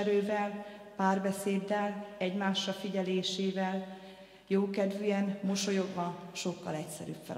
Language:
Hungarian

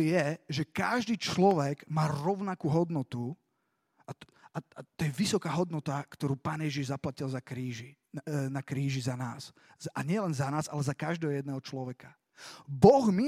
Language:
Slovak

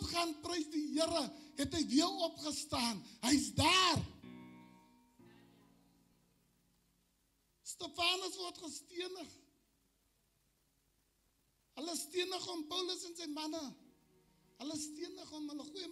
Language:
Afrikaans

